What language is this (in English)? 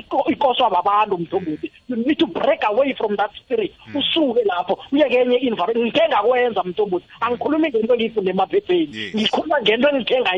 South Ndebele